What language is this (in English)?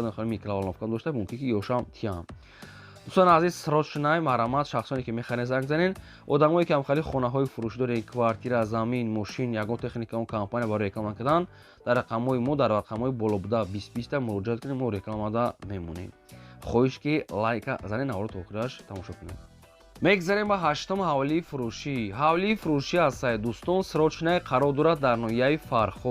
Tajik